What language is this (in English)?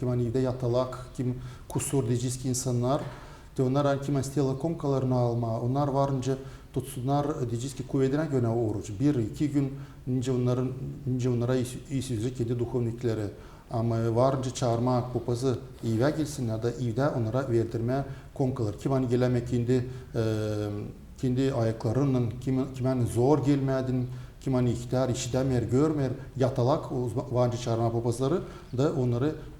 Gagauz